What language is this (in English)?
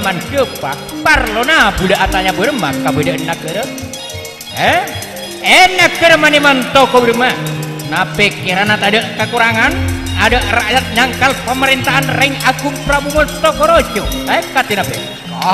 Madurese